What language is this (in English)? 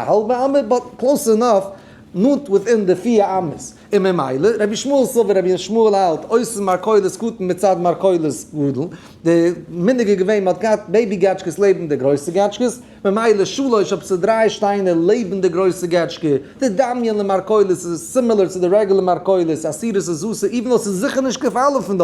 Yiddish